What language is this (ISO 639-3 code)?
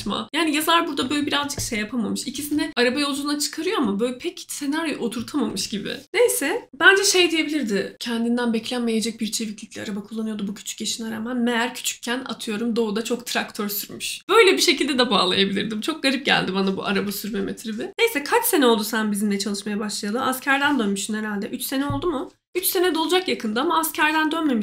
tur